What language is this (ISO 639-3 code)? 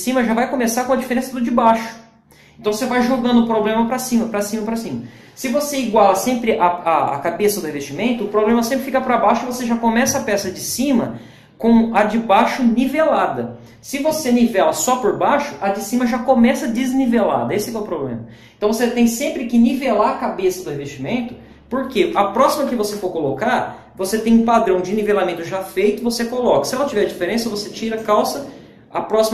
por